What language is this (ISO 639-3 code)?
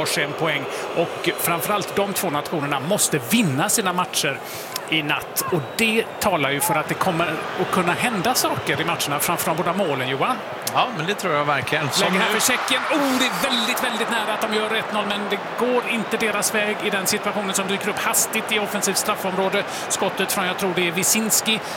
swe